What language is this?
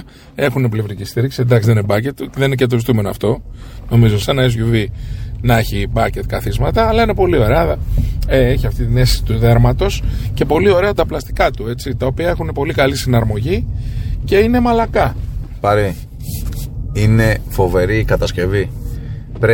Greek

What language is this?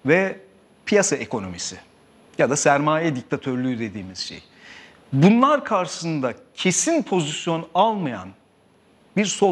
Turkish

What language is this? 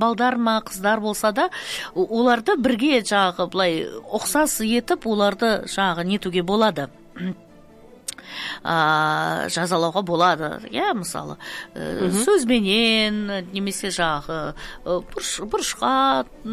Kazakh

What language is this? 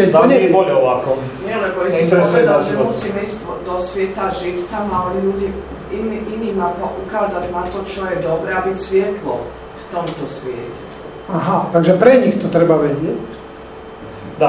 Slovak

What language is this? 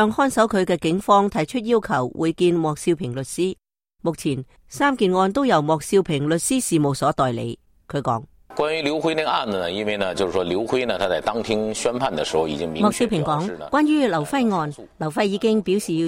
Cantonese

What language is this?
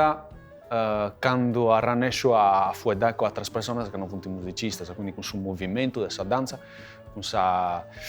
Sardinian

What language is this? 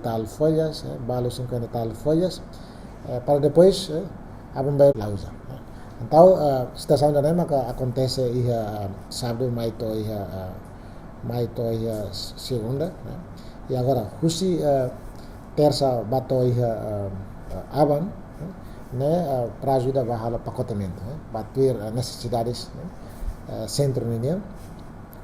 Tetum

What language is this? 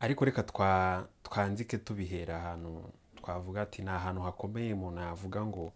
Kinyarwanda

